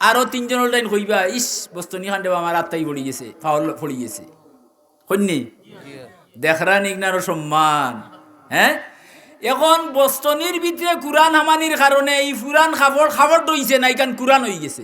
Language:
Sylheti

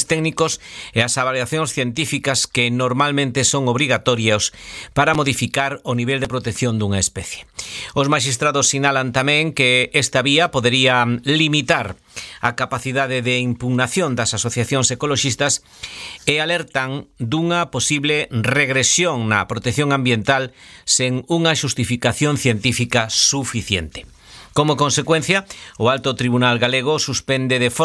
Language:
Galician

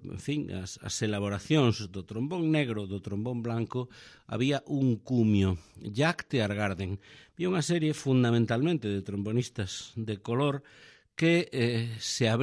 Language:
Galician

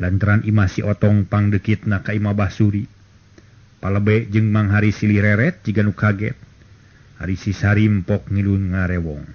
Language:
Sundanese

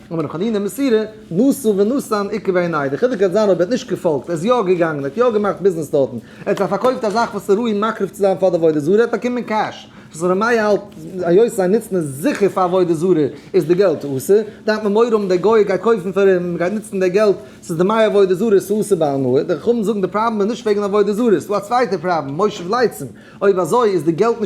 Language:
Yiddish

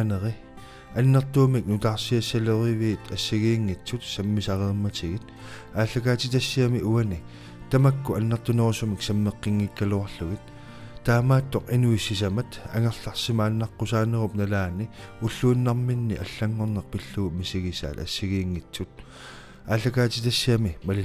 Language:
Kalaallisut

